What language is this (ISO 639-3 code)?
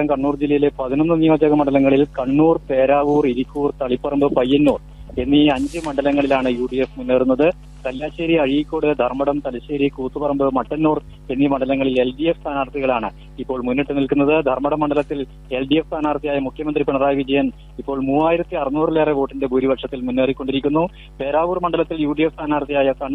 mal